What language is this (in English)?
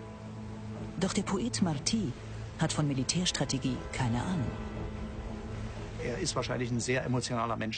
German